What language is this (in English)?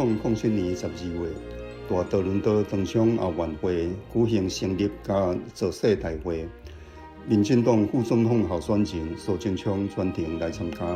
Min Nan Chinese